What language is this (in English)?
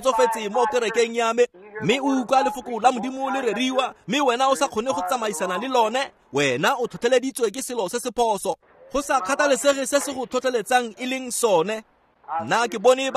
Tswana